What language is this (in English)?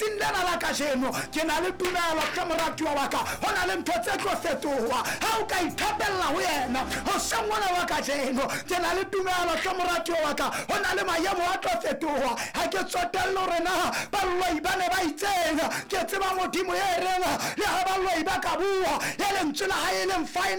Southern Sotho